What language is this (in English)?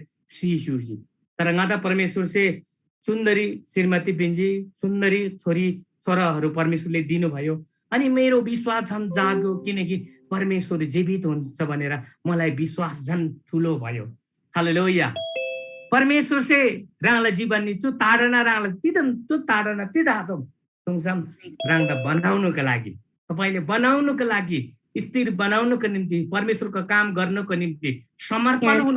Eastern Tamang